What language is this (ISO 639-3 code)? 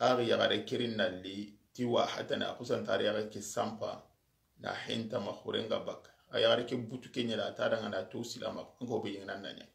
snk